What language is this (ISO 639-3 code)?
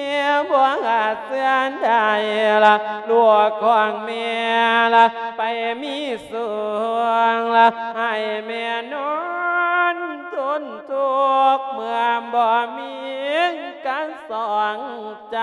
lao